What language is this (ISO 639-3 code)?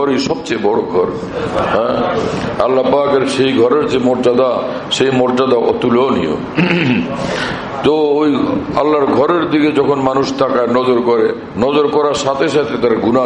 ben